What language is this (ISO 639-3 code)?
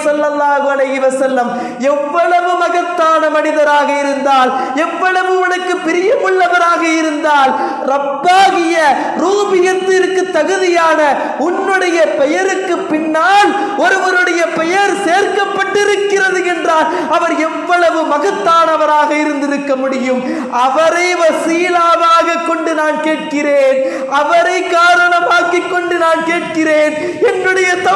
tam